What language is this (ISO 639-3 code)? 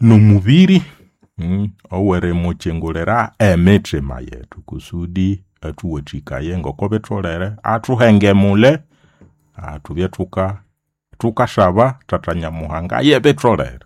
nnb